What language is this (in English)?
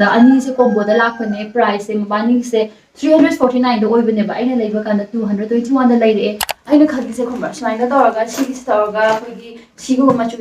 Manipuri